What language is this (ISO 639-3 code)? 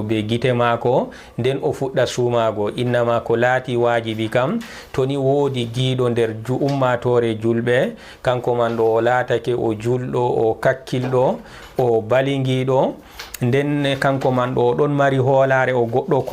ful